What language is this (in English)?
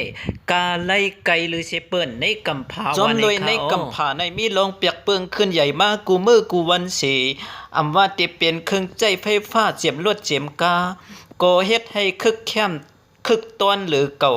Shan